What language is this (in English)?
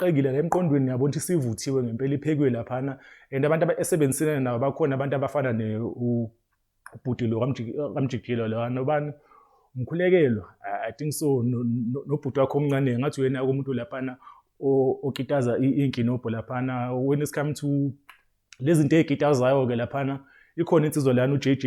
Zulu